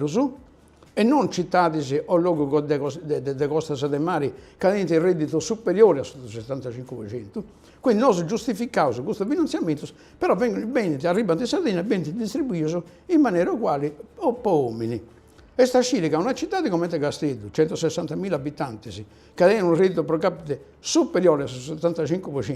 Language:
Sardinian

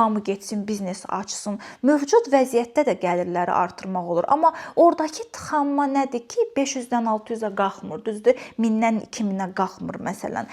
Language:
Azerbaijani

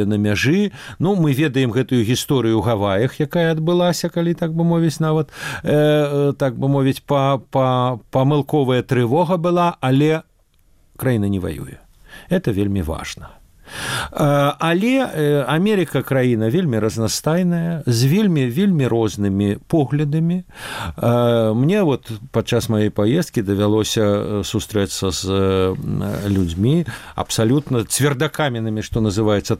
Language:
Belarusian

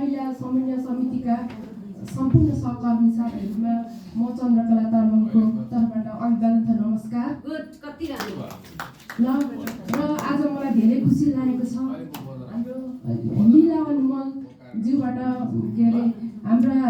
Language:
Nepali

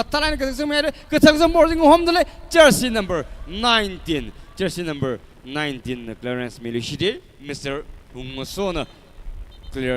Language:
Tangkhul Naga (India)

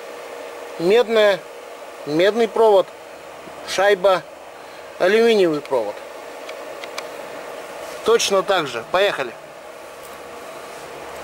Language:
Russian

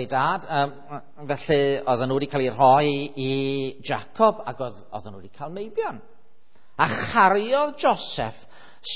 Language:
Welsh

